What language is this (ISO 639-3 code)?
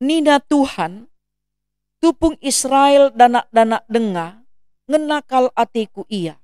btx